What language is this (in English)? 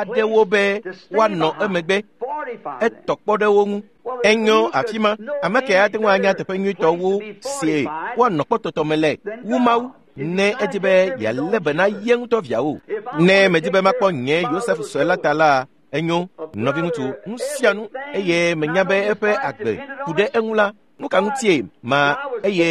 Ewe